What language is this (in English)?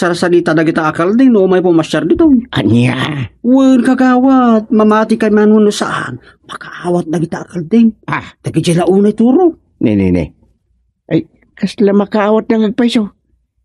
Iloko